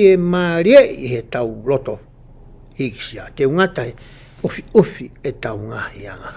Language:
Tongan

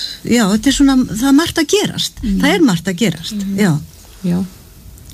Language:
Icelandic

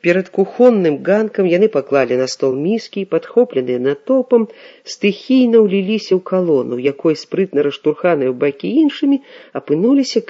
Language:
Belarusian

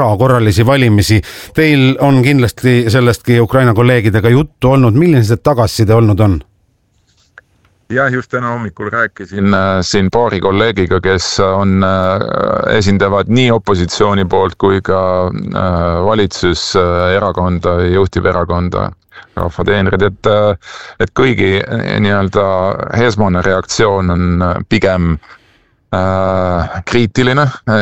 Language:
Estonian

